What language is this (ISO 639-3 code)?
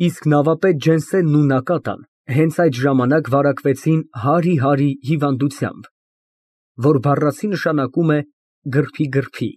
hye